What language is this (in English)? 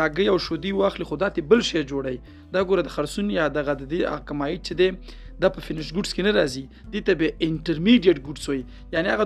Pashto